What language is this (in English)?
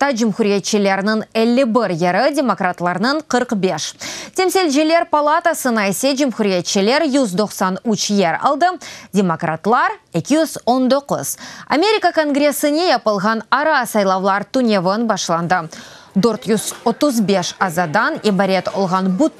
Crimean Tatar